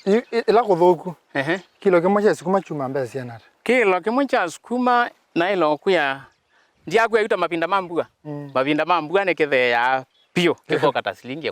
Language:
Kamba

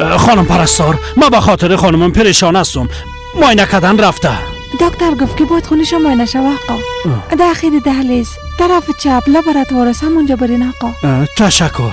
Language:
Persian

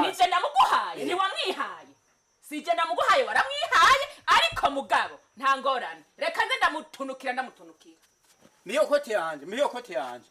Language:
Rundi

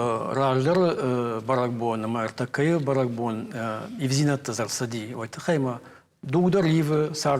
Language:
Ossetic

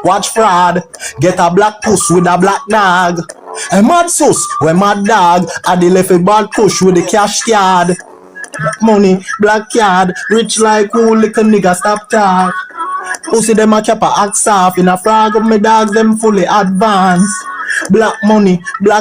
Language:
Jamaican Creole English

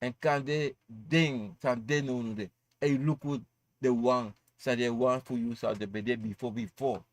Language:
Sranan Tongo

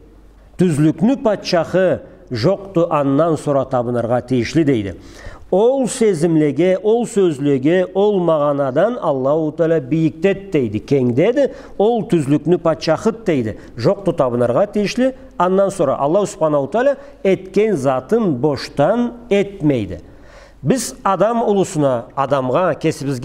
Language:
Karachay-Balkar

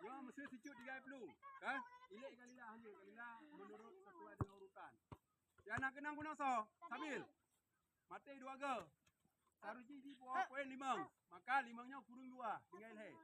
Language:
Achinese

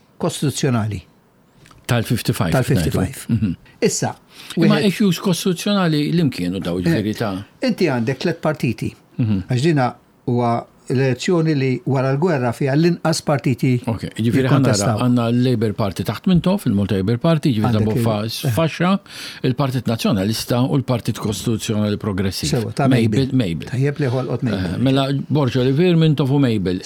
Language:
Maltese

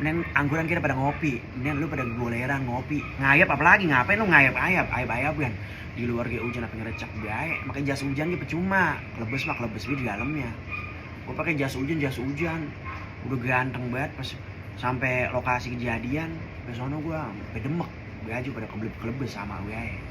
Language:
Betawi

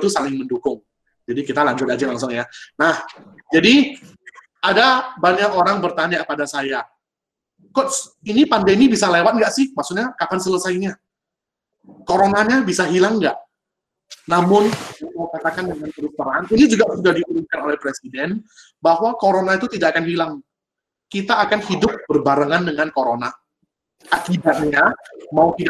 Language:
Indonesian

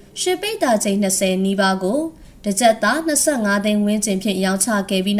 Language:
Burmese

